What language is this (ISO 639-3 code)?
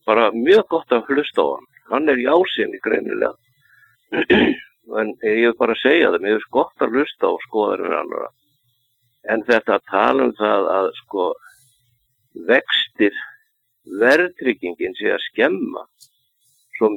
isl